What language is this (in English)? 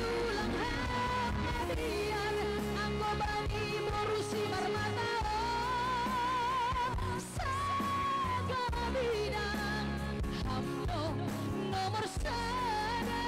Batak Simalungun